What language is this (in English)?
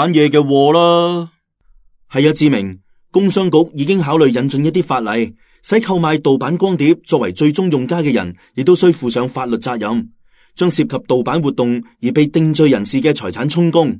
Cantonese